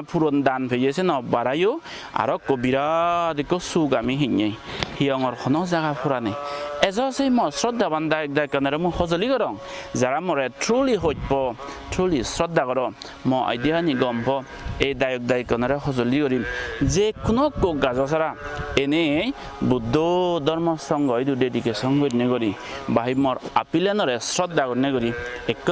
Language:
Chakma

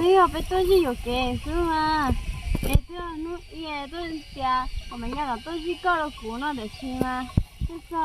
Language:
Hmong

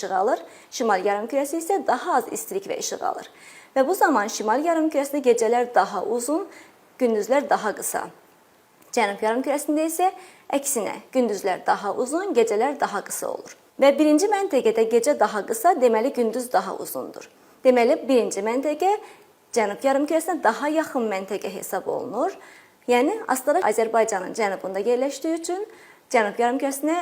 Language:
Azerbaijani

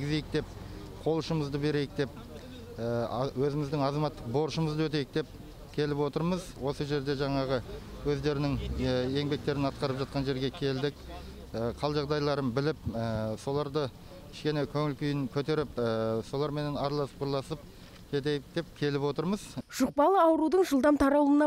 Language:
Kazakh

